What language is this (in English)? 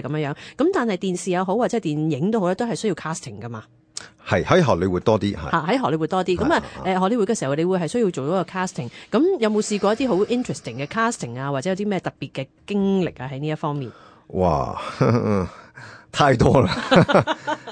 Cantonese